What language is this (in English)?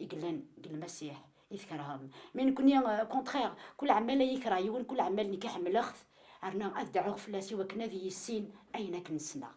Kabyle